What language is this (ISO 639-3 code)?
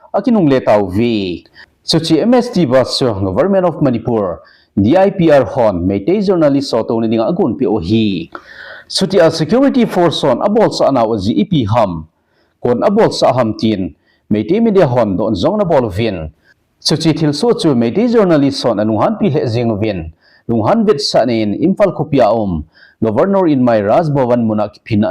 tcz